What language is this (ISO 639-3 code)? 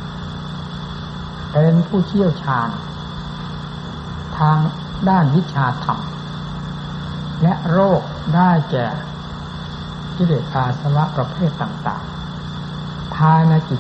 tha